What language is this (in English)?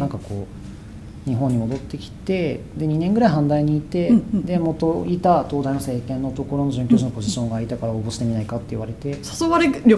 Japanese